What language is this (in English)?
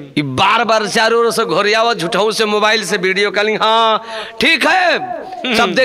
Bhojpuri